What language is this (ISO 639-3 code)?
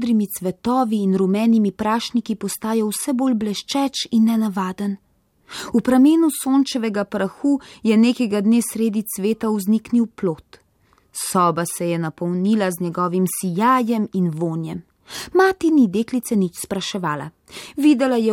slv